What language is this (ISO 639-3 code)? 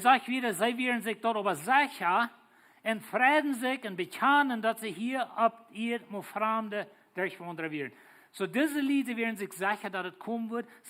pdt